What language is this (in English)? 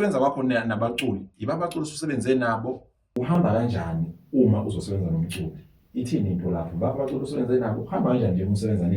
Zulu